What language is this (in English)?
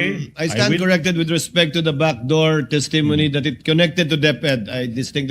Waray